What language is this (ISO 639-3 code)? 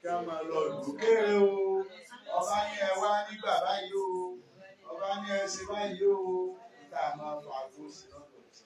yor